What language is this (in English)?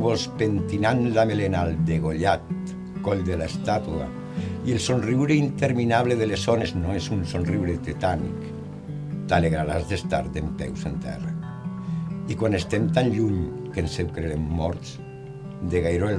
Catalan